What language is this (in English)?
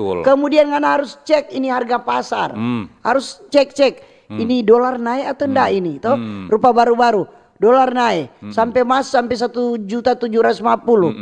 Manado Malay